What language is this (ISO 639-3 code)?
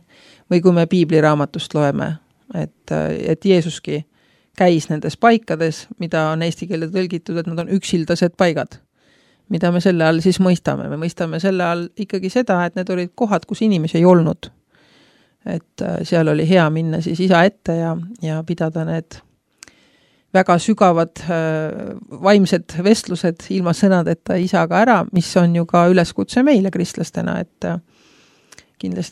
est